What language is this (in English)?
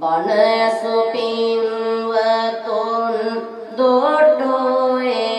Sinhala